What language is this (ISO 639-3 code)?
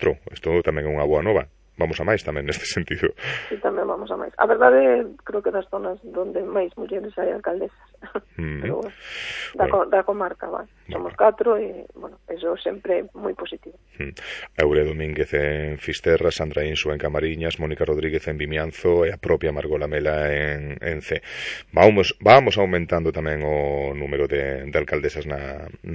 glg